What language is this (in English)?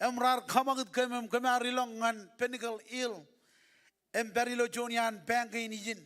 Marshallese